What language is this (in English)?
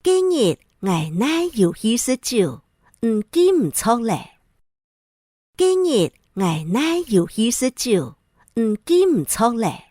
Hakka Chinese